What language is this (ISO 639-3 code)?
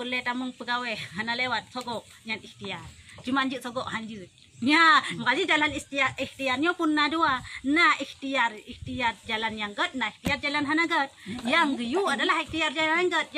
ace